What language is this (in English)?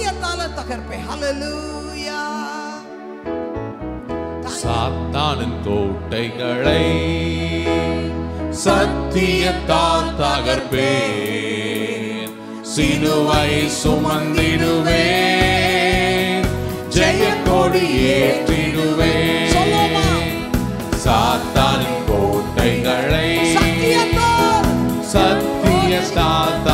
Tamil